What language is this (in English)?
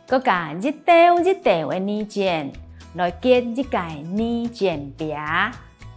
Hakka Chinese